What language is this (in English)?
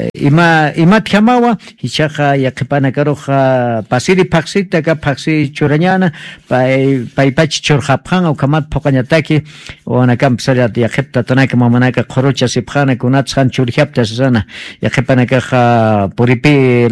Spanish